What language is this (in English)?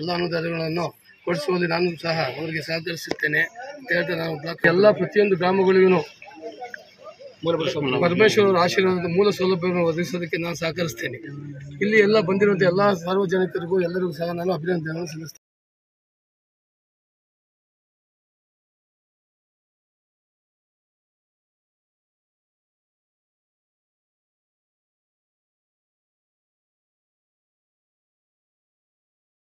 Kannada